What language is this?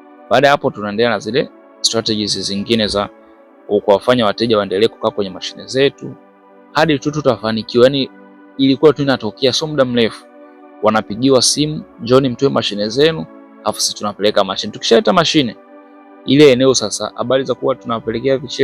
Swahili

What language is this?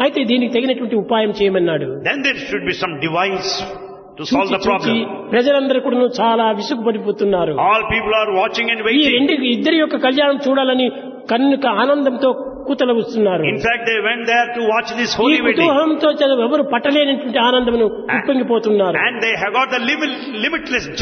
Telugu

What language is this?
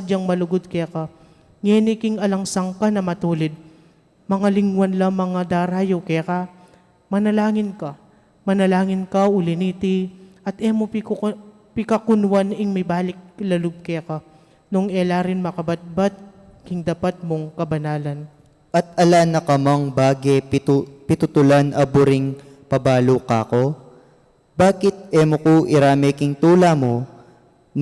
Pampanga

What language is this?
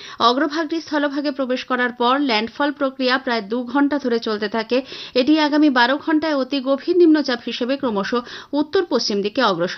Bangla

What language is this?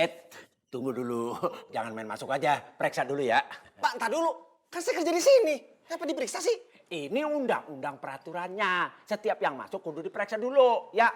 Betawi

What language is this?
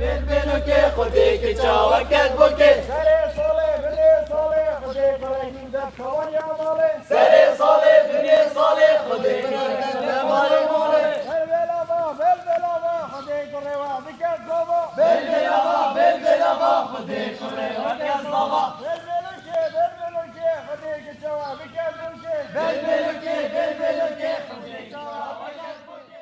Kurdish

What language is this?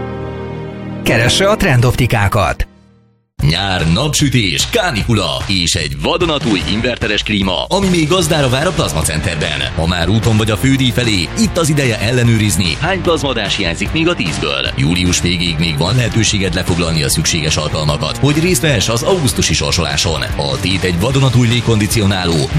Hungarian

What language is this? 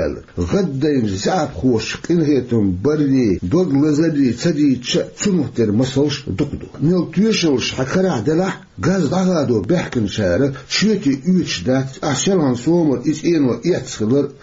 Chechen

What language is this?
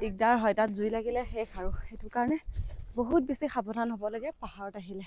Assamese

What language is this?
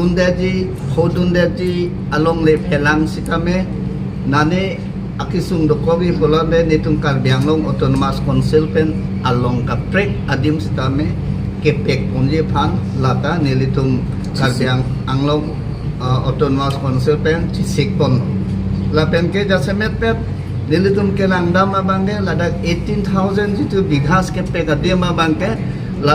Karbi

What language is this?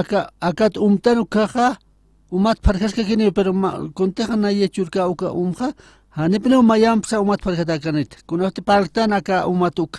Aymara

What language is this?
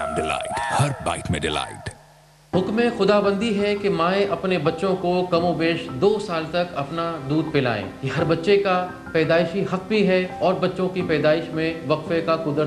Urdu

